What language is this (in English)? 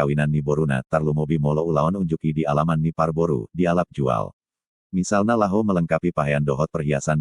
Batak Toba